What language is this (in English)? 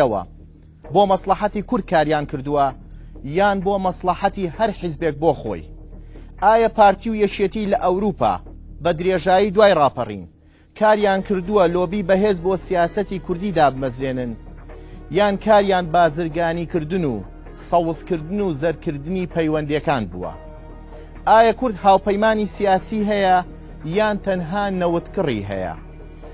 Central Kurdish